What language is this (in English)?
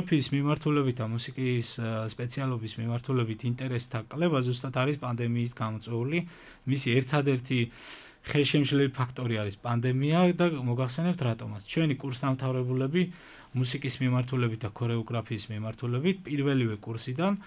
Georgian